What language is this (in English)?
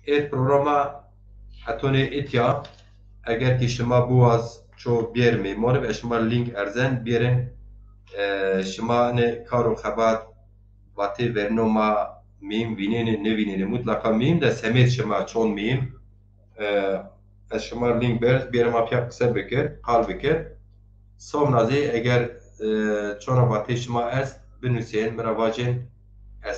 Zaza